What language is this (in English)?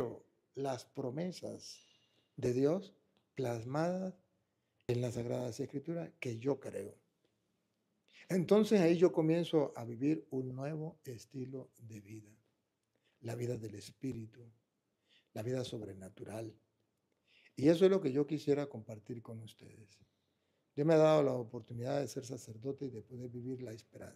Spanish